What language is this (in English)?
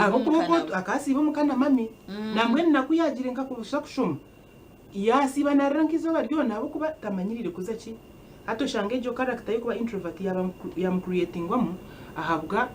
Nyankole